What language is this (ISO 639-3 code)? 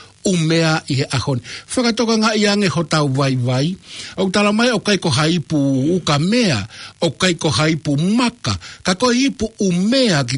ton